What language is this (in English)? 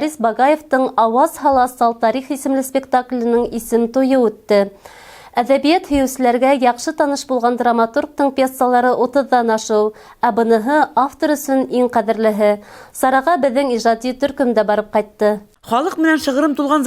Bashkir